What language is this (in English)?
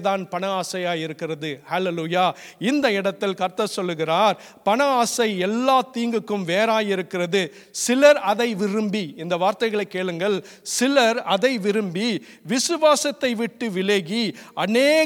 Tamil